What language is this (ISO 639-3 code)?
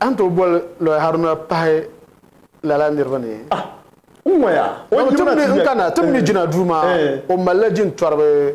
dag